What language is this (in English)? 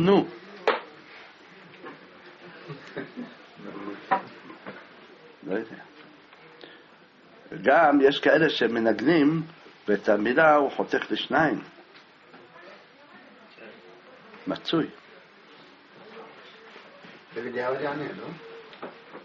Hebrew